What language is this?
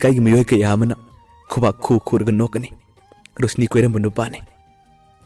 Manipuri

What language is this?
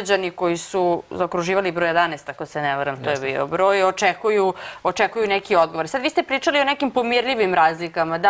Serbian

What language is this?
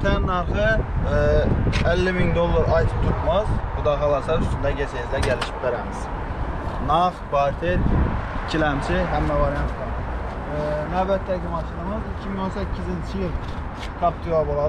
Uzbek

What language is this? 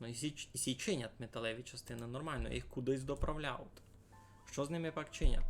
Rusyn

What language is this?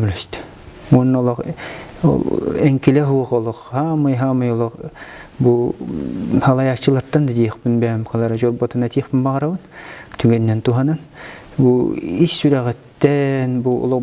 Yakut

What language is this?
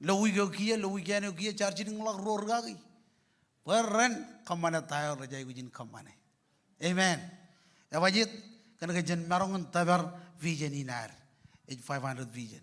Marshallese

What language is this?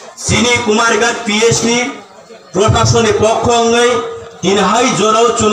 Kok Borok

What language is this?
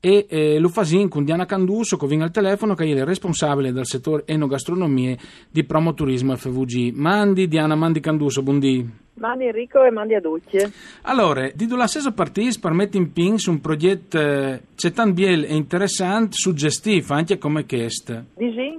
Friulian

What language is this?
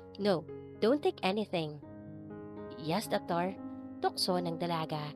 Filipino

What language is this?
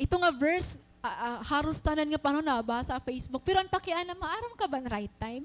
Waray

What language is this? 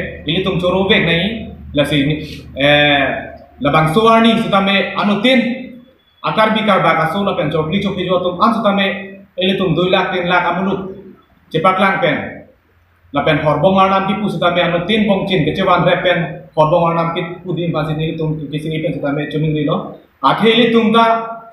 Karbi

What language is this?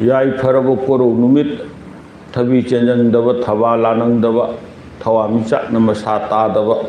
Manipuri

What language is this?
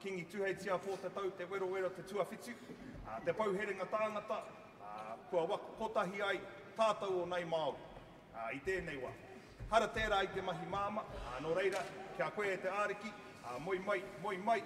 Māori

